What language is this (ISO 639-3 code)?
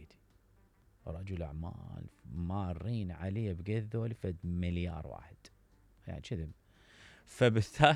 acm